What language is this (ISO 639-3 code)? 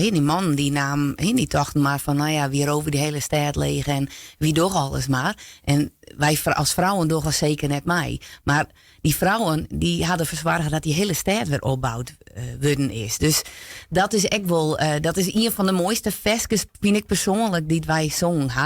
fry